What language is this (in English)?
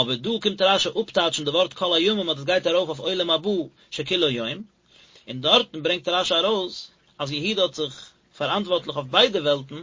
Yiddish